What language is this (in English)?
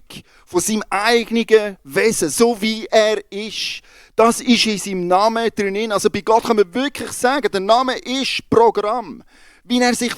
Swiss German